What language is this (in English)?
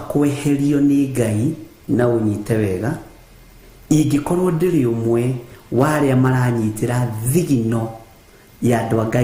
Kikuyu